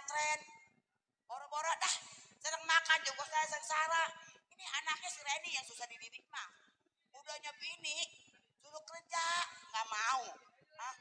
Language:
Betawi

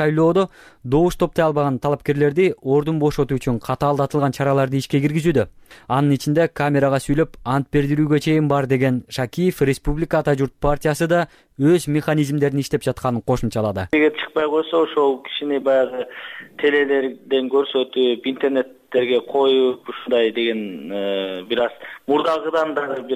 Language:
Kyrgyz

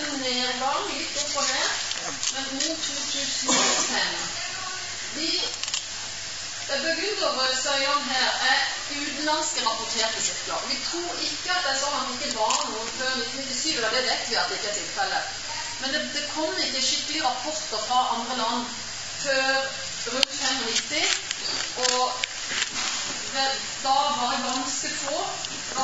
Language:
Norwegian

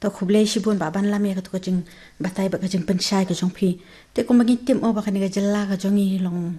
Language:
Khasi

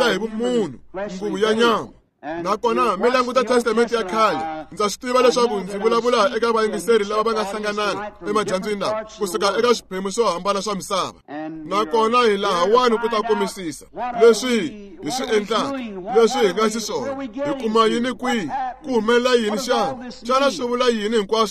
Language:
Tsonga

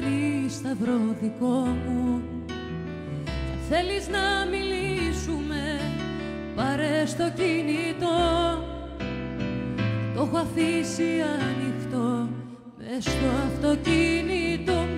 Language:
Greek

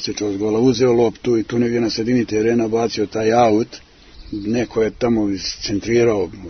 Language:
Serbian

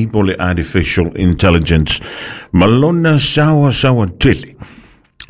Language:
Samoan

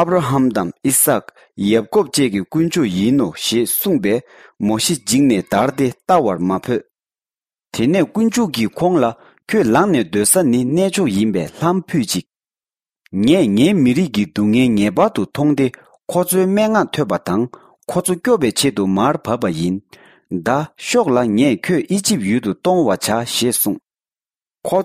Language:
Tibetan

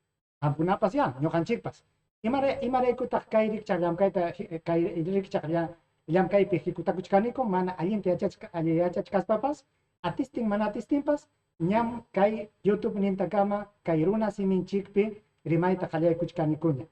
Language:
Ayacucho Quechua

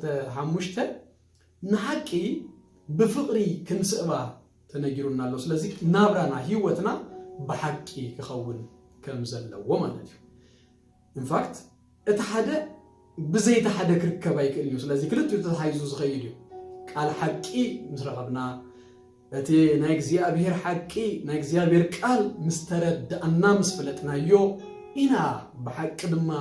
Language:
Tigrinya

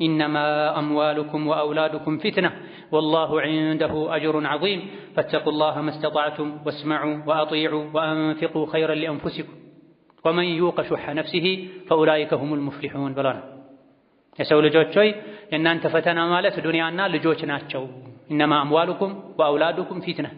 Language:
Amharic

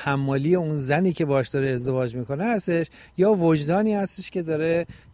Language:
Persian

